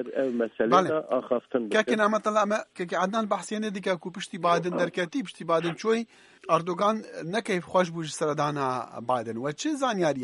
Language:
Kurdish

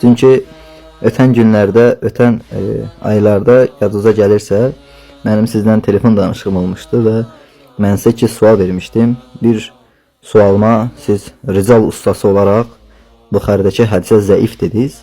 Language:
Azerbaijani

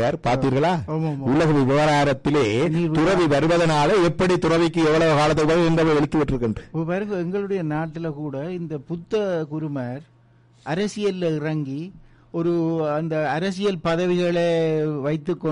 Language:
Tamil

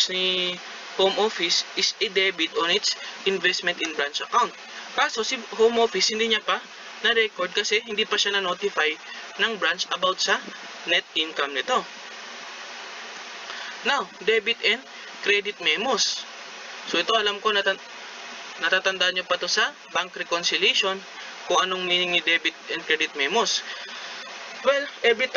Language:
Filipino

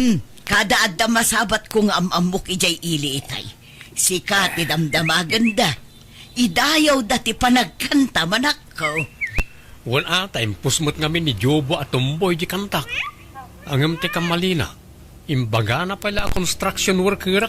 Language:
Iloko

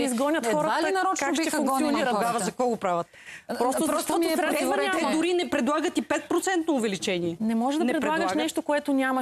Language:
Bulgarian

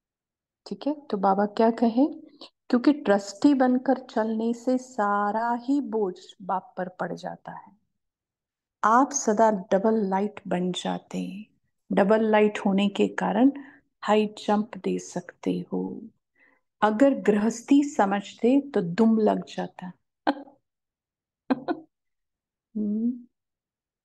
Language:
Hindi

